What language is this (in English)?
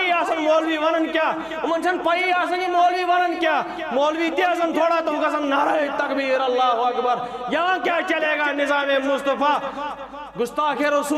Kashmiri